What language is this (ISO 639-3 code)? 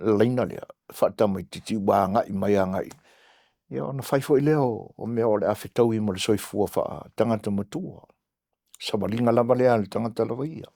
smo